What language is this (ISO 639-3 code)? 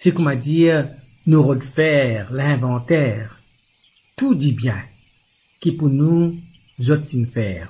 mfe